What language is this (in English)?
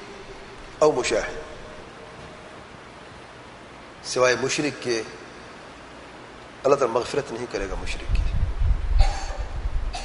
Urdu